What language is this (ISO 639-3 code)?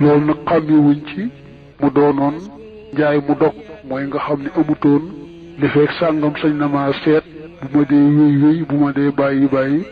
wol